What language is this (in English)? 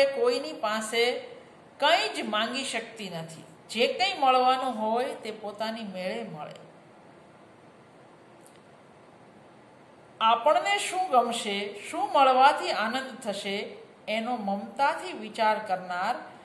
Gujarati